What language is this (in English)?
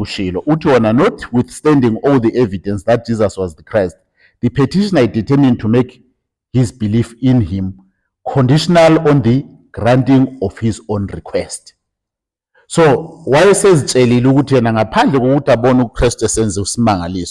Zulu